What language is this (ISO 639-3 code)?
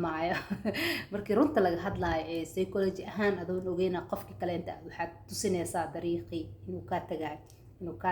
som